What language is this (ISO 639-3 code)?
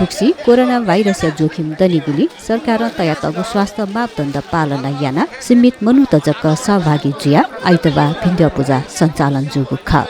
new